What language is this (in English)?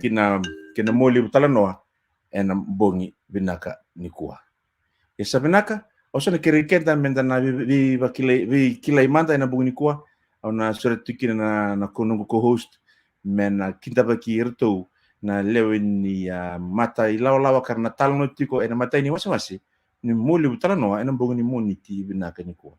Fijian